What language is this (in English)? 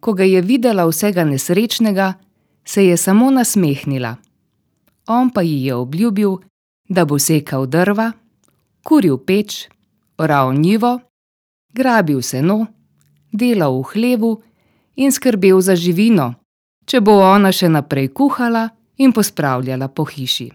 Slovenian